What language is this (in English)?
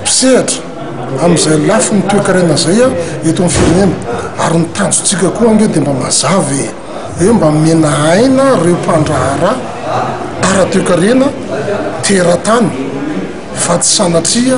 Malagasy